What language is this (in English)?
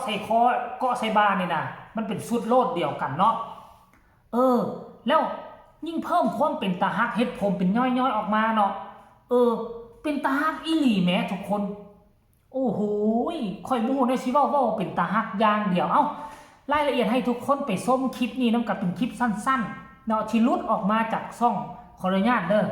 Northeastern Thai